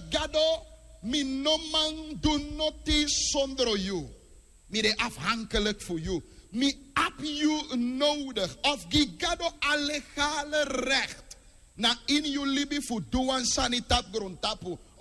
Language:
Sranan Tongo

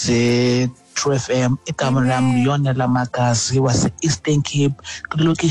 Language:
Xhosa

